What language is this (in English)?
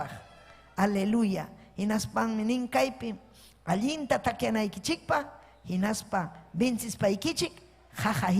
Ayacucho Quechua